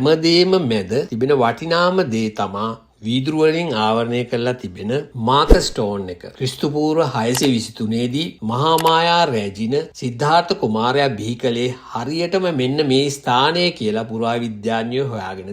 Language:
Sinhala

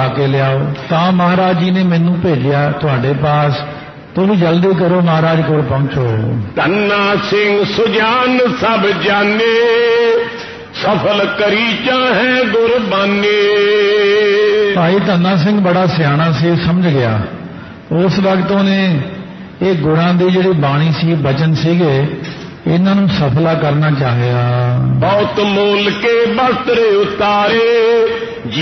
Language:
Punjabi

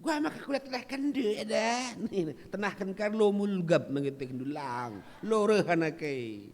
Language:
Batak Karo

